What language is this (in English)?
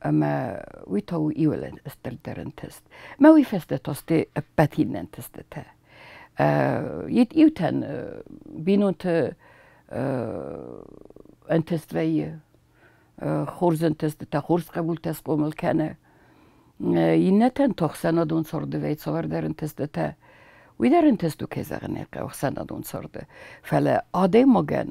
Ossetic